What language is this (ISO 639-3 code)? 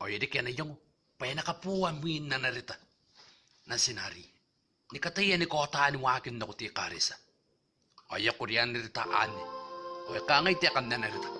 gil